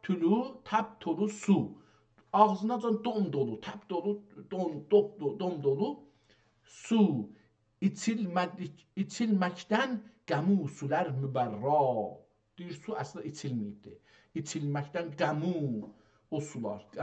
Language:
South Azerbaijani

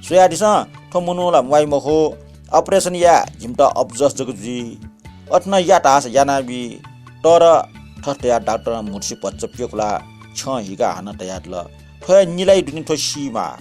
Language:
Newari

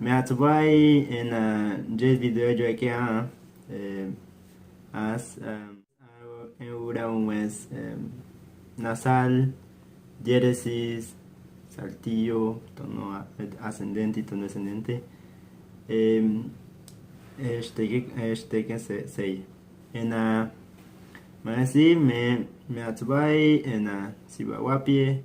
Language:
Bribri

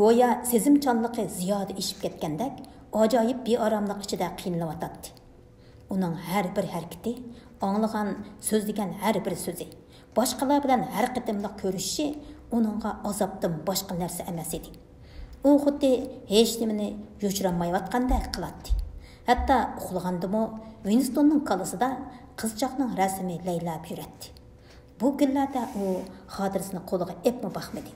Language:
Uyghur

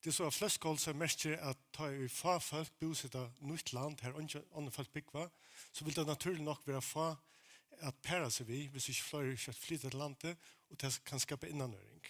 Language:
Faroese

